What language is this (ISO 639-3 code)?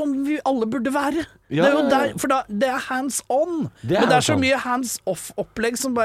nor